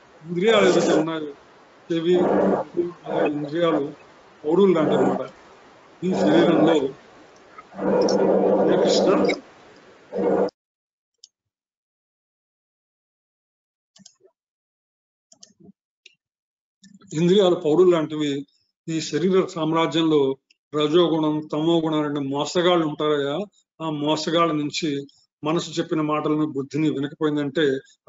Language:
Telugu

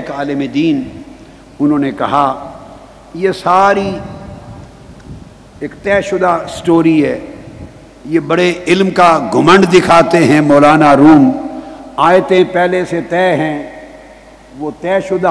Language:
Urdu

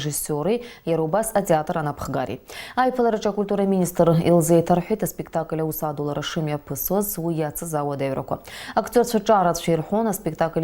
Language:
Abkhazian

